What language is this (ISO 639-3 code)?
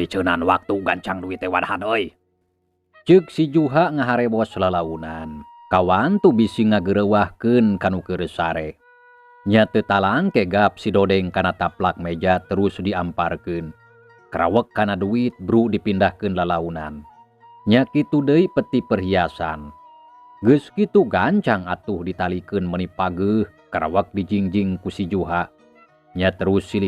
sun